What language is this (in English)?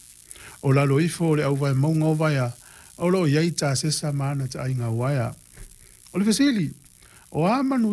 Samoan